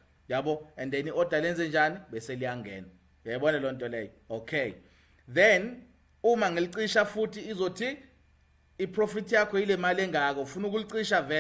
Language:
Zulu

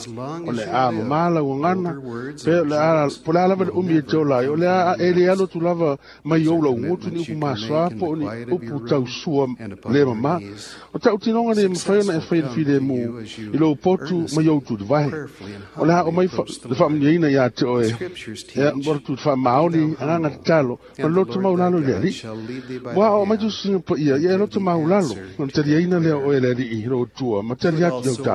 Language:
Samoan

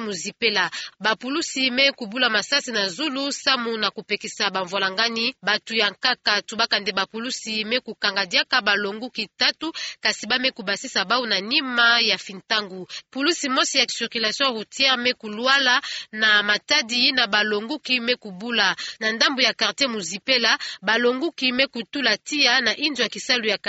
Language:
Kituba (Democratic Republic of Congo)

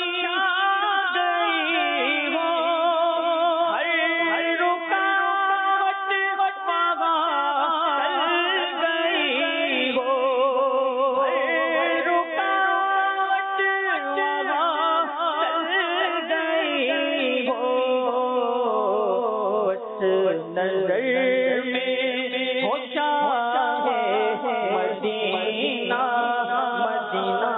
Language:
Urdu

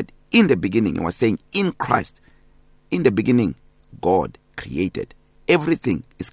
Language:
English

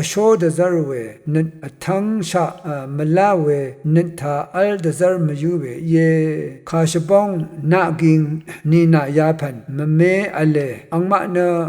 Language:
Rawang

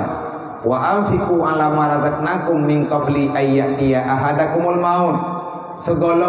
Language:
Achinese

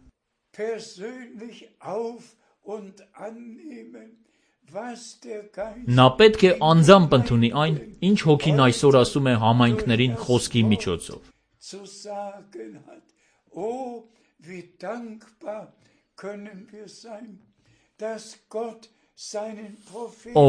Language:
Armenian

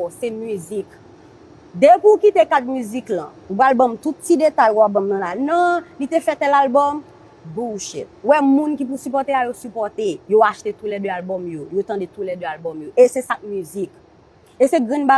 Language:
Haitian Creole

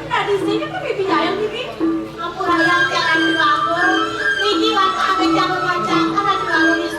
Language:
Balinese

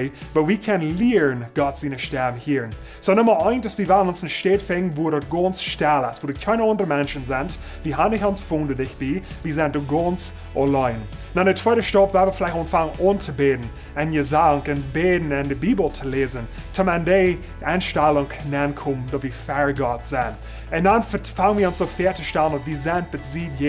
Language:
Plautdietsch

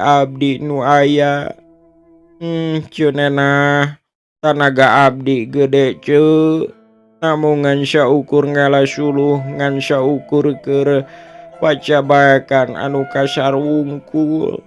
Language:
Sundanese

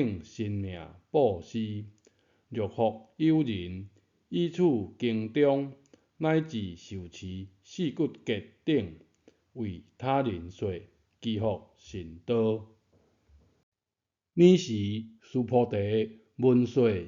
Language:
Min Nan Chinese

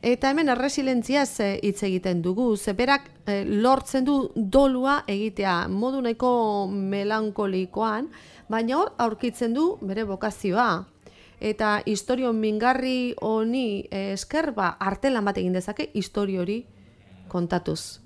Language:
Basque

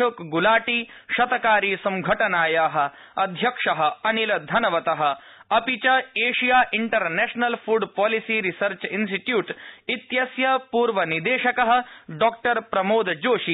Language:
Sanskrit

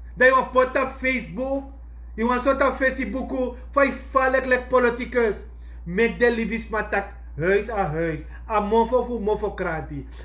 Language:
Sranan Tongo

